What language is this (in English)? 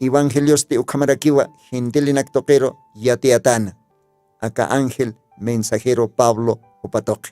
Aymara